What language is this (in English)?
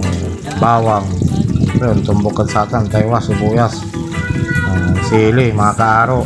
Pangasinan